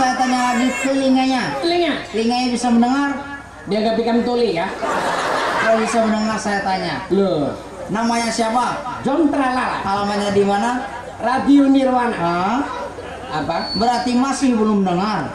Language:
Banjar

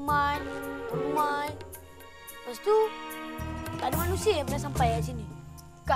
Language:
Malay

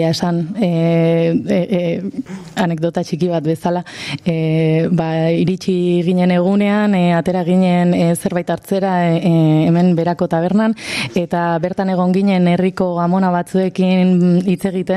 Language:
Basque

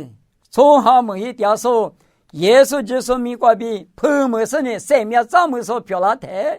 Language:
Lisu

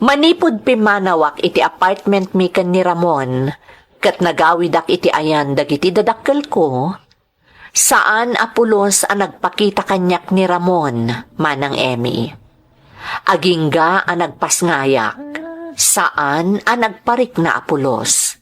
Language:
Iloko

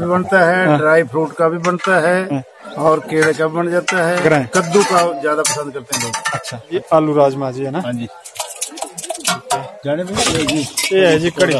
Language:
Hindi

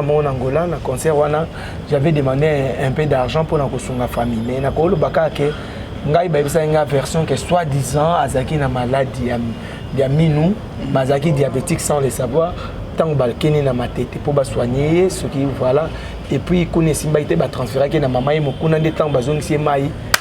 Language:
Lingala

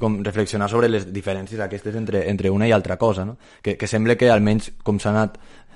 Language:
Catalan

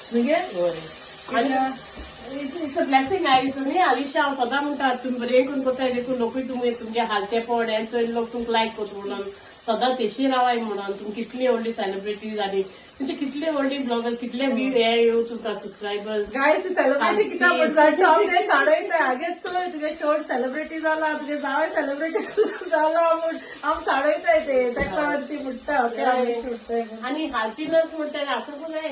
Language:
Konkani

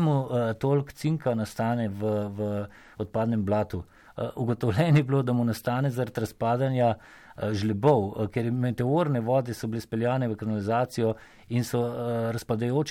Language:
Slovenian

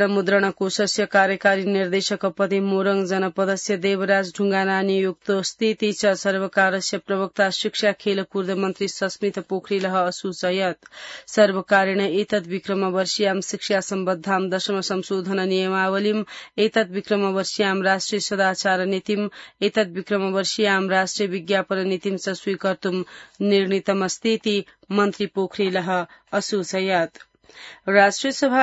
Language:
Sanskrit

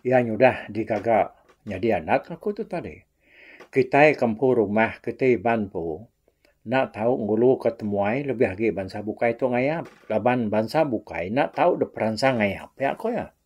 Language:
Iban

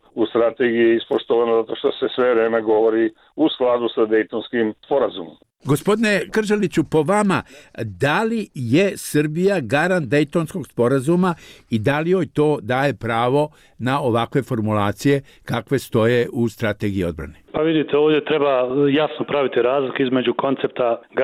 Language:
Bosnian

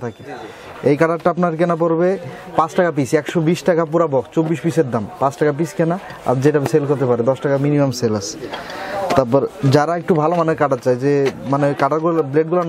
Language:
Bangla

